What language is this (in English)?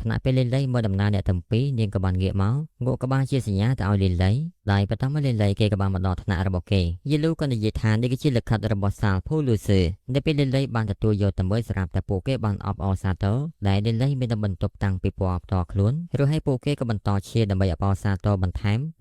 Khmer